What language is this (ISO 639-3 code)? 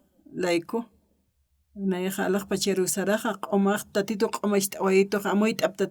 aym